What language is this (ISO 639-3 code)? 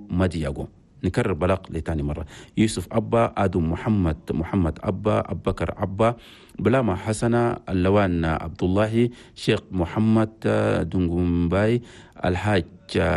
shu